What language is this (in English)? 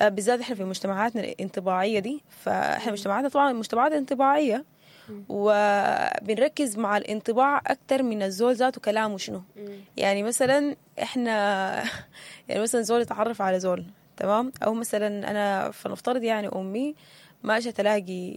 Sudanese Arabic